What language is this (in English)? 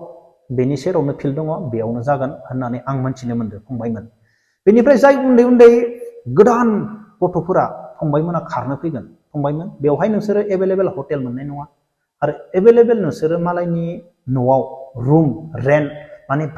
Bodo